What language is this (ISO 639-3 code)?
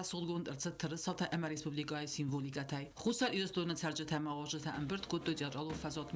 oss